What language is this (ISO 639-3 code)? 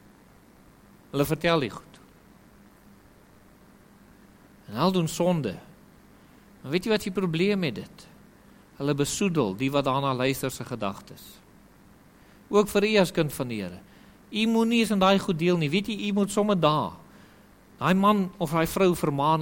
afr